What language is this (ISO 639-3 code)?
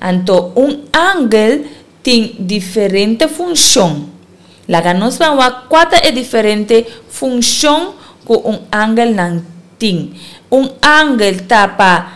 pap